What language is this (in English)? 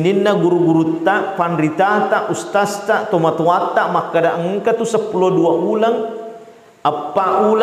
Buginese